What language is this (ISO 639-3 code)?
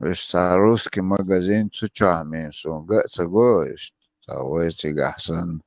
che